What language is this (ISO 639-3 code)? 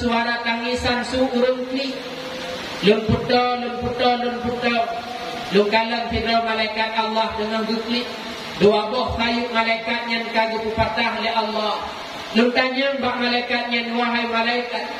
ace